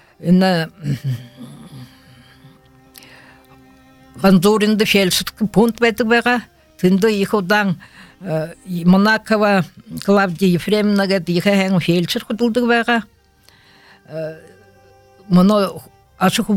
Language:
Buriat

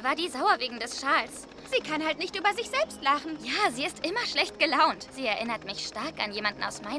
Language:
German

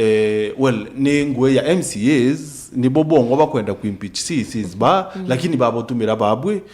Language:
Meru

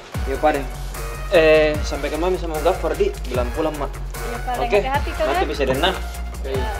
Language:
Makassar Malay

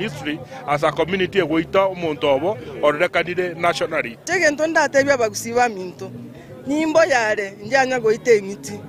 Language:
Gusii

